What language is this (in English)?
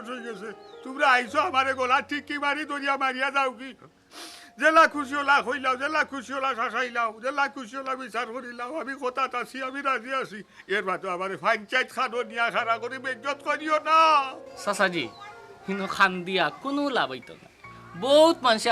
Sylheti